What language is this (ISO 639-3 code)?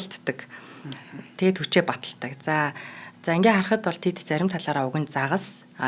mon